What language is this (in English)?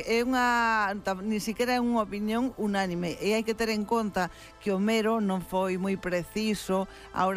Galician